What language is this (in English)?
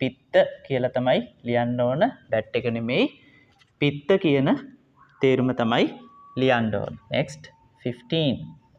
Sinhala